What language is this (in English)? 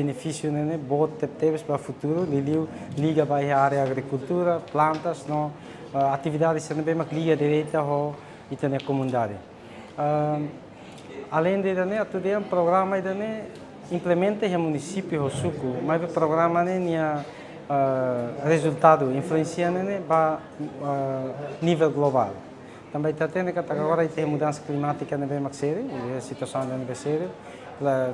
Tetum